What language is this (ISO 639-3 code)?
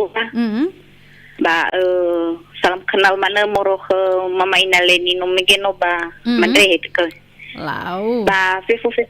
nia